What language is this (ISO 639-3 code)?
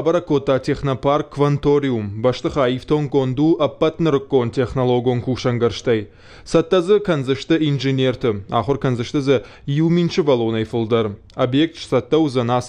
oss